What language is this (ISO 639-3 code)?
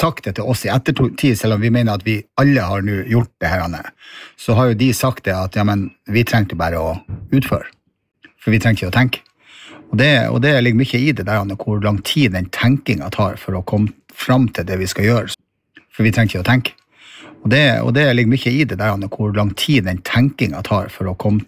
nor